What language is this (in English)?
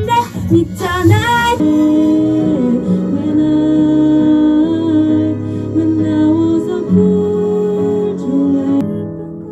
Korean